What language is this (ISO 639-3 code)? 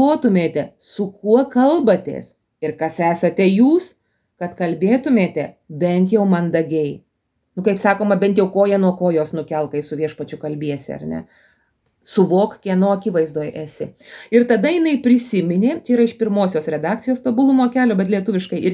lit